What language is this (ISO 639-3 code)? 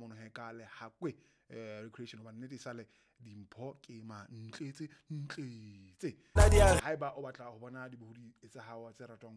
sot